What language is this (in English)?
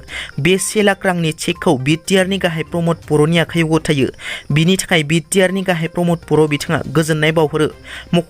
Bodo